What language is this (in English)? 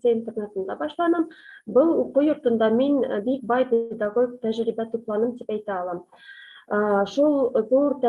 Bashkir